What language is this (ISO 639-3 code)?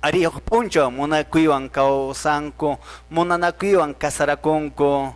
que